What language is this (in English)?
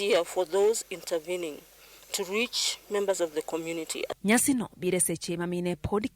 Luo (Kenya and Tanzania)